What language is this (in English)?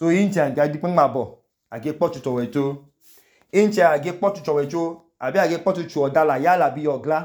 Idoma